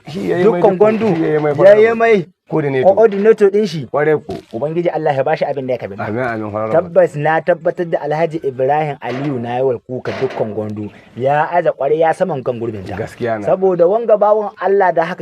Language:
Hausa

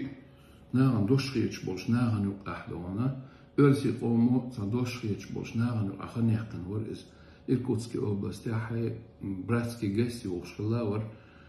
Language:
Chechen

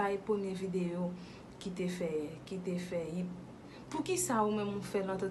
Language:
Haitian Creole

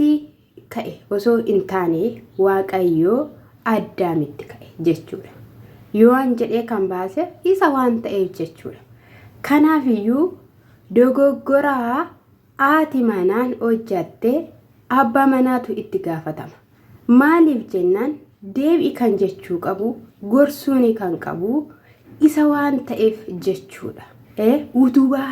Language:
Oromo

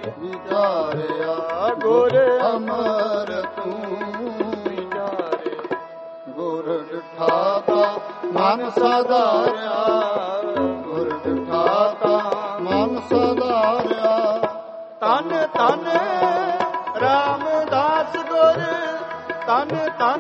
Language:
Punjabi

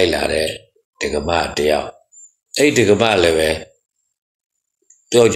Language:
Burmese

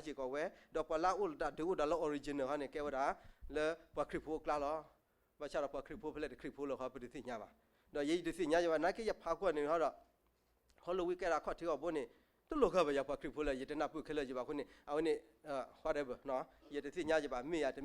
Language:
S'gaw Karen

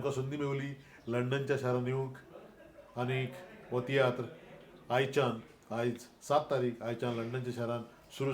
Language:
Konkani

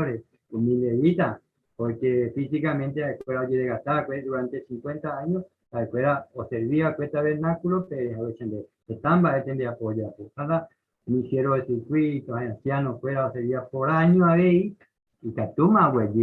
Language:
Guarani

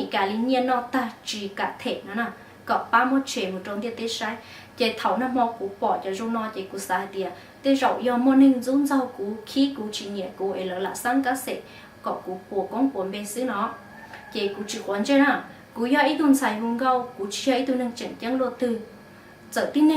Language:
Hmong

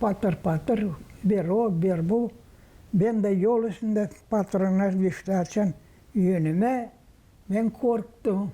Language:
Gagauz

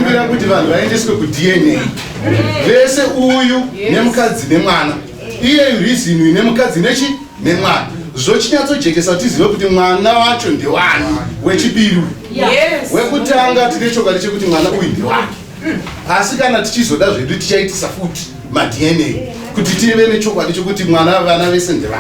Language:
Shona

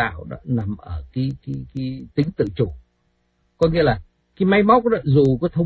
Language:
Vietnamese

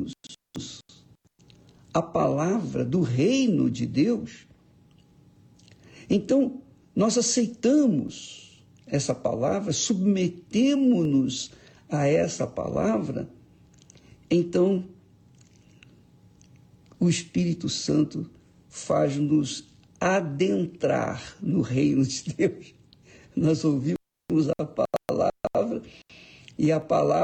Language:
Portuguese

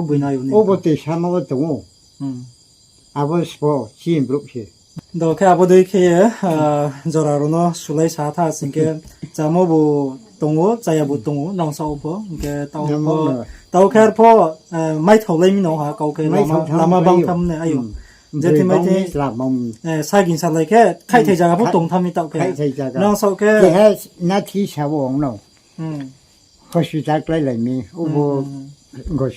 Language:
Riang (India)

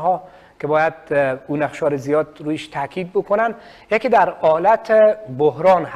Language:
Persian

